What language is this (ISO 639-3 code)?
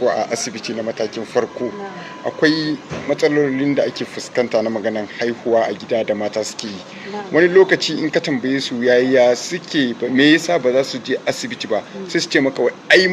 hau